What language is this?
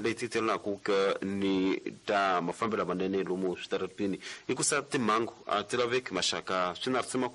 Tsonga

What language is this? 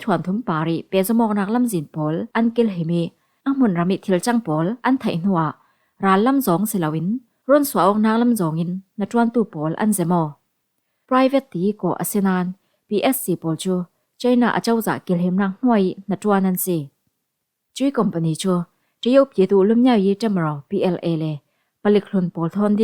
Falam Chin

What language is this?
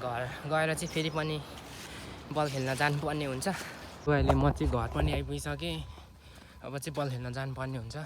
Nepali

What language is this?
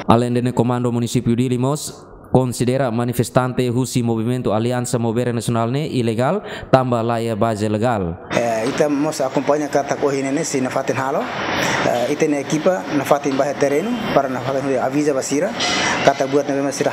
Tetum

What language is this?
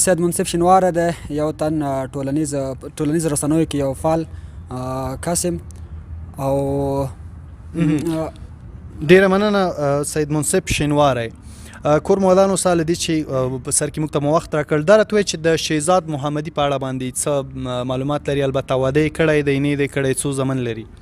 Pashto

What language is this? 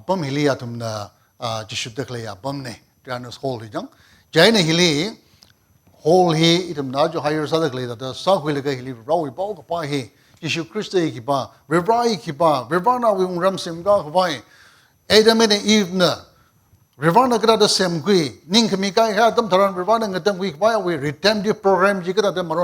Tangkhul Naga (India)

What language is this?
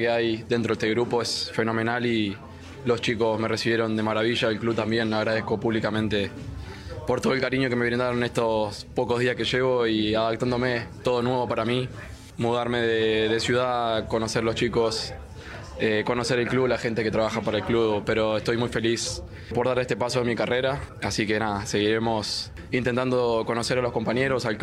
Spanish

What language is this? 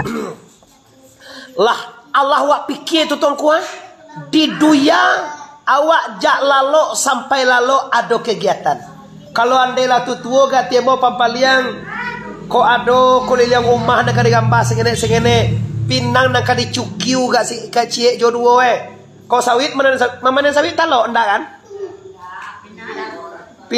Minangkabau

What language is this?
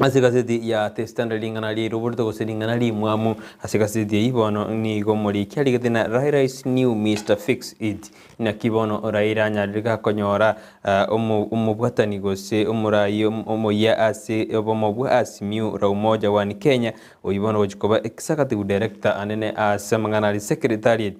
Gusii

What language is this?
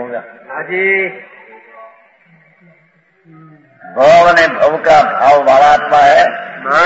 Hindi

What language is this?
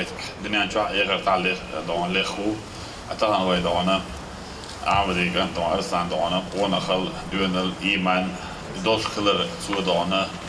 Chechen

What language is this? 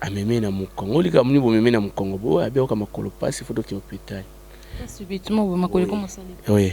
Lingala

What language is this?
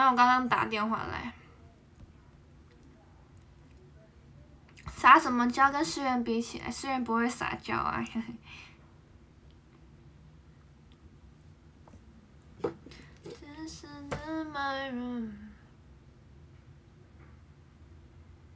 Chinese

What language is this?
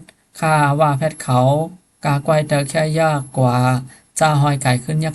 Shan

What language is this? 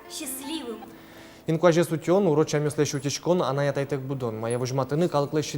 Udmurt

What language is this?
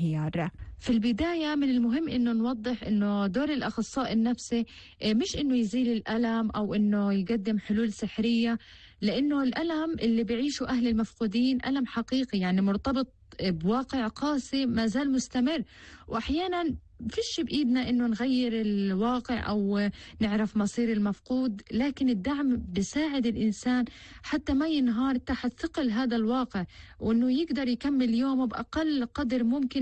North Levantine Arabic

